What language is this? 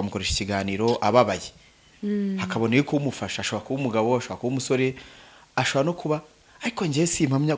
Kinyarwanda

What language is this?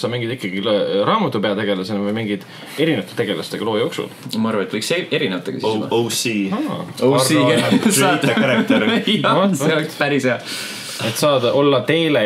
Estonian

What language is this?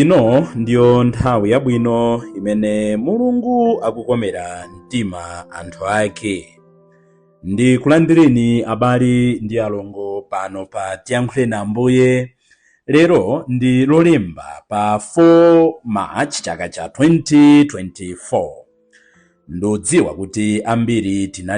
Nyanja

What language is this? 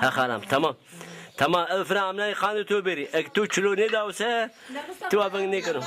Zaza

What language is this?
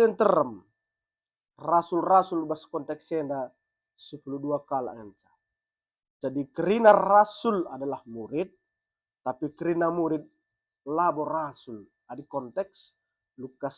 Batak Karo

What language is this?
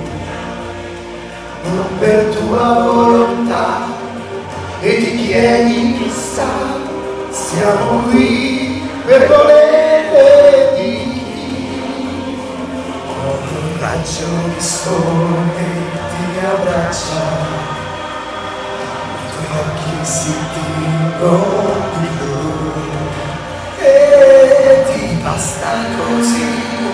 Italian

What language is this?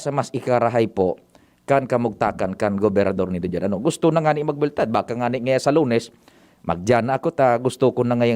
Bikol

